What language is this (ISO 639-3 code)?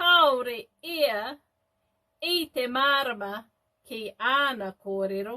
mri